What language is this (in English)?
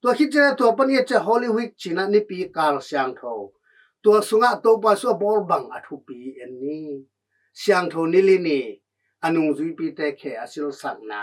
Tedim Chin